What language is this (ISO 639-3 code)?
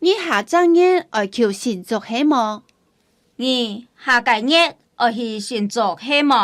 hak